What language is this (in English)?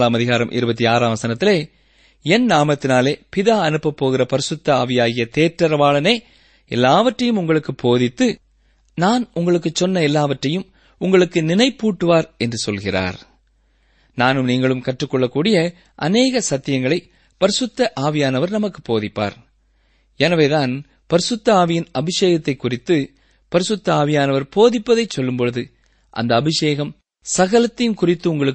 Tamil